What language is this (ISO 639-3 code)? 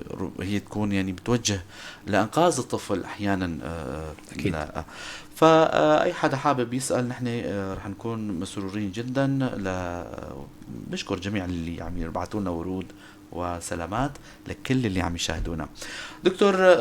apc